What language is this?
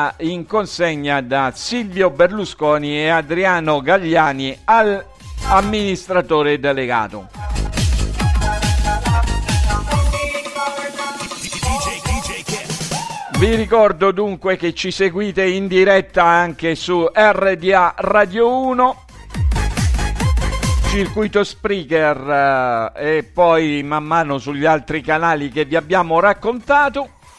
Italian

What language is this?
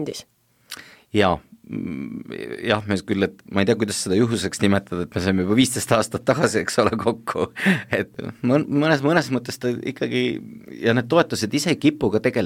Estonian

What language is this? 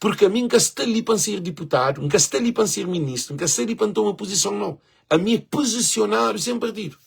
Kabuverdianu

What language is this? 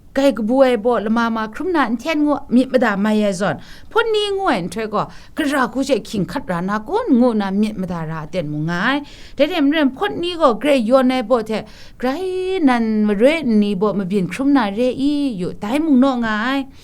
Kachin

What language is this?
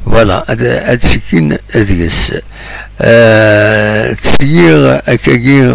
Kabyle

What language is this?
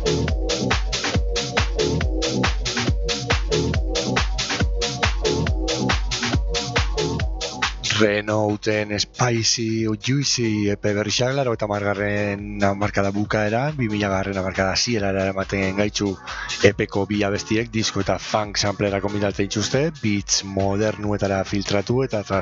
Basque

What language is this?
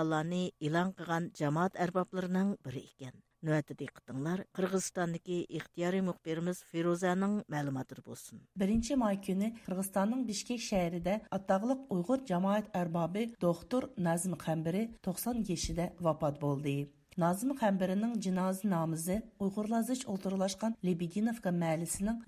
Uyghur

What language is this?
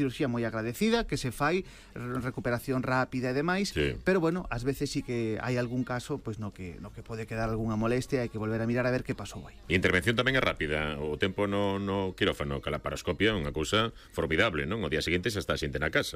Galician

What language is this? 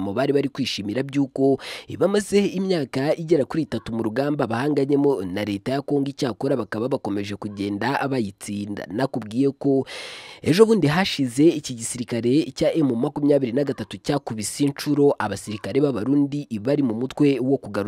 Kinyarwanda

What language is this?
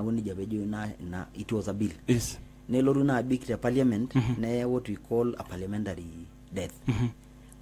Masai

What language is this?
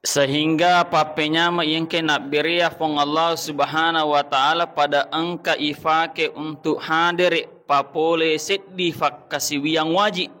Buginese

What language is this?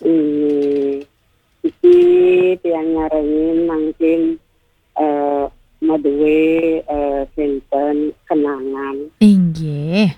Balinese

